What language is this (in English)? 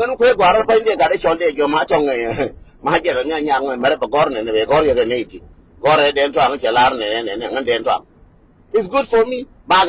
Nuer